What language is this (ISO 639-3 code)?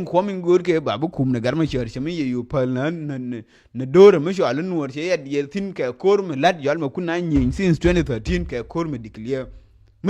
nus